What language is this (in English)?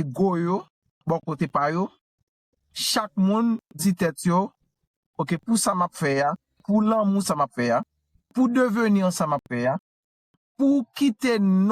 Haitian Creole